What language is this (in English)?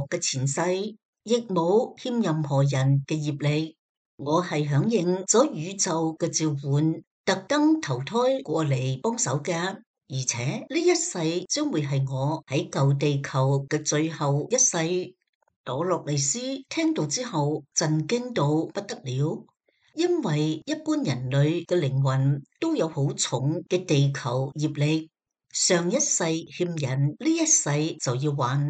Cantonese